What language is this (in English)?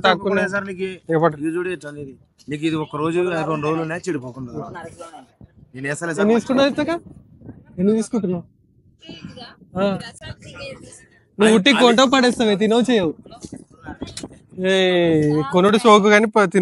Telugu